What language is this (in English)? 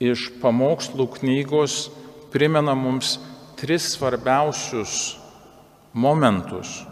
Lithuanian